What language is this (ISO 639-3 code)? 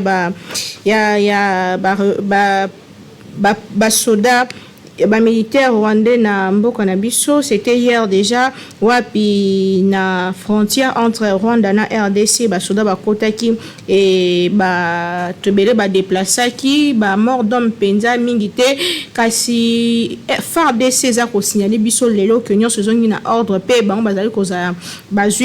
lin